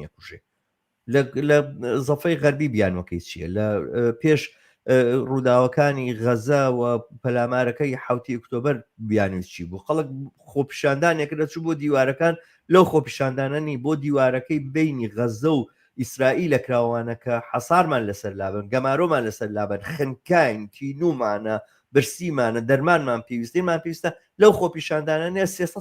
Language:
Central Kurdish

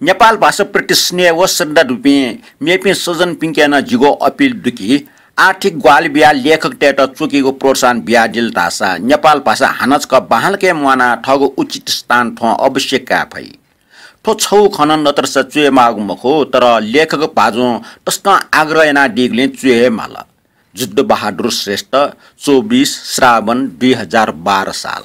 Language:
Newari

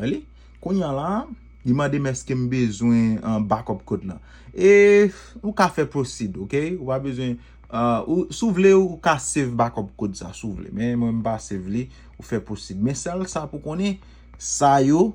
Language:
Haitian Creole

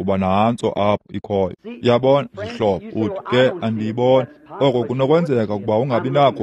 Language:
Xhosa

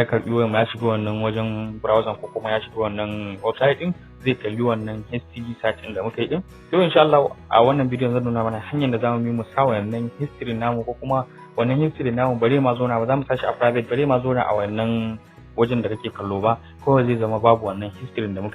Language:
Hausa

